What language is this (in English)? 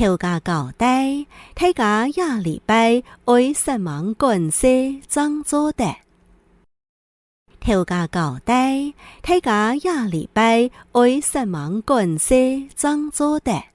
Hakka Chinese